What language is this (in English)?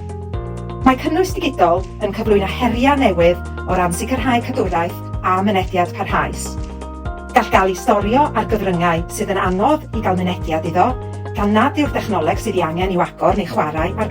Welsh